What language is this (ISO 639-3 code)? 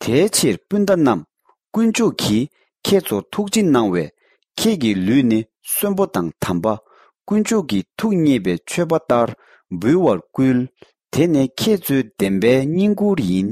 bod